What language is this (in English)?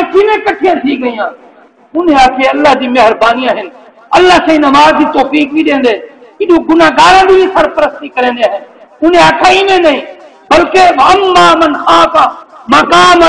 Saraiki